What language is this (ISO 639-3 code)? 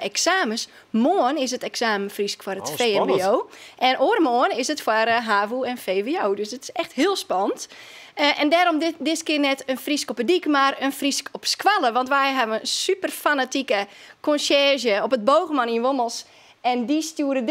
fry